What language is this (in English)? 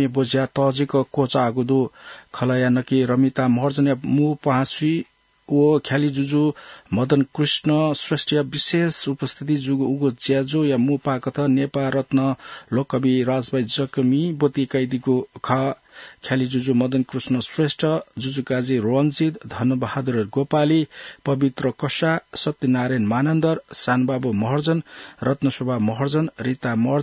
Newari